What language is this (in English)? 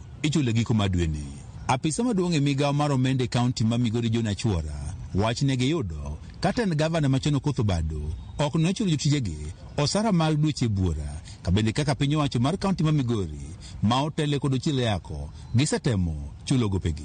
Luo (Kenya and Tanzania)